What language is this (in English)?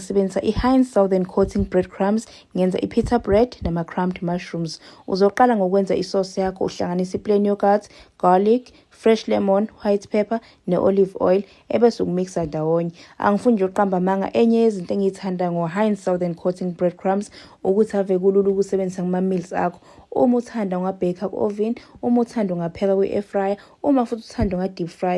Zulu